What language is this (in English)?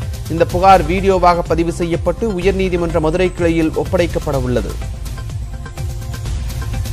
Tamil